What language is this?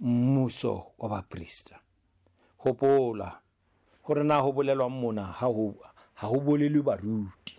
Southern Sotho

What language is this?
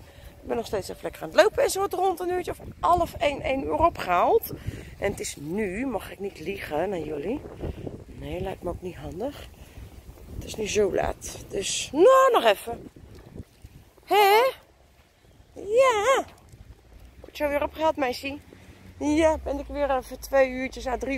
Dutch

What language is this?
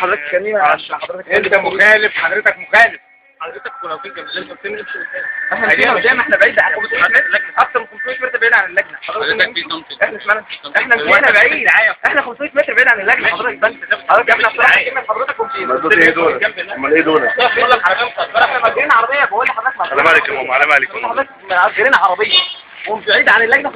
Egyptian Arabic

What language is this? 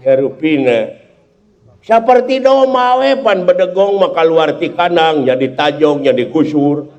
Sundanese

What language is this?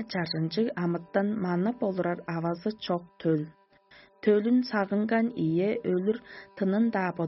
Tuvinian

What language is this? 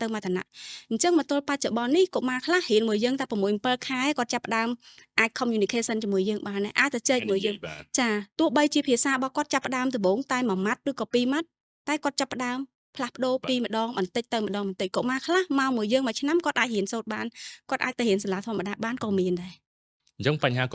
Khmer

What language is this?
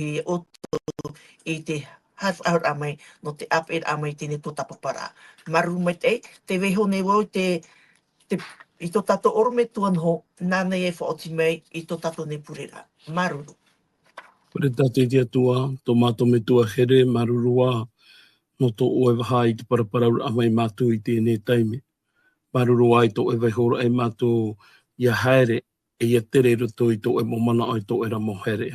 Tahitian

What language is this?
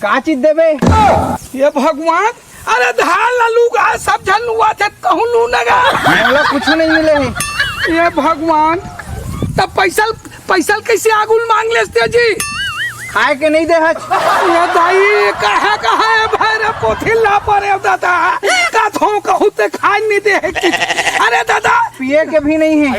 Chhattisgarhi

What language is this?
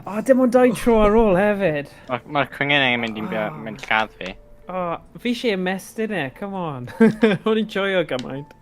Welsh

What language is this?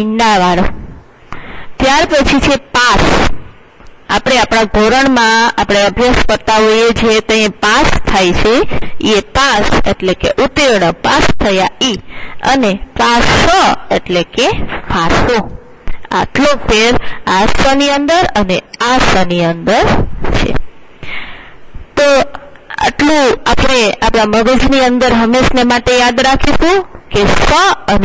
Gujarati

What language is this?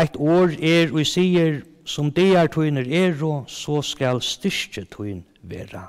Faroese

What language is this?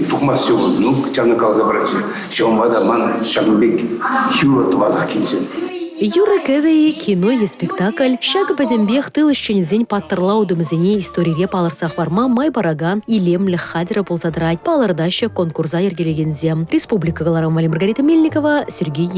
Chuvash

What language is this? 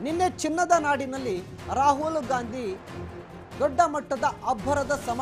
Kannada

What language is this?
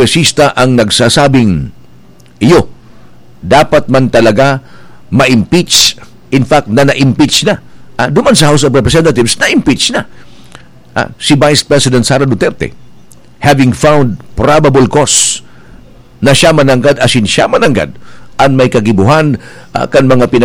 Bikol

